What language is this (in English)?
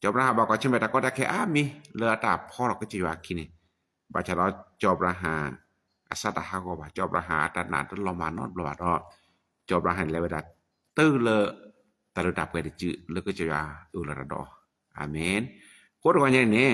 S'gaw Karen